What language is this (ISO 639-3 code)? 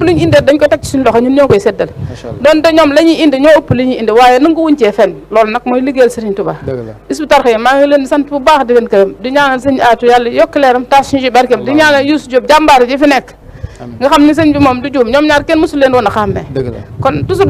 wol